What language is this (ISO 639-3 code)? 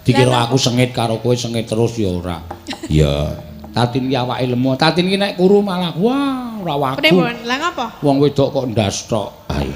jav